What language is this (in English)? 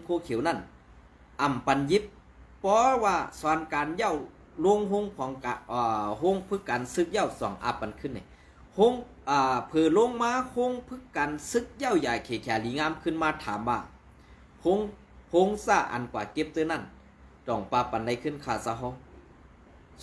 Shan